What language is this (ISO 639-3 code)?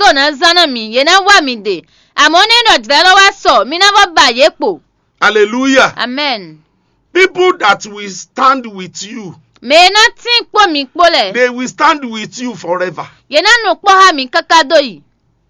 fon